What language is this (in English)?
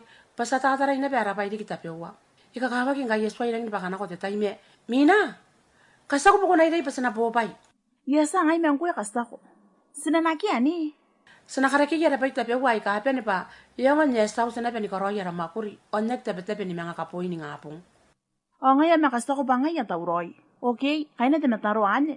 Gilbertese